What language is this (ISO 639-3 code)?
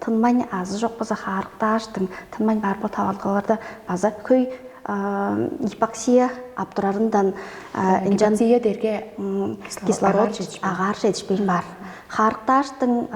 tyv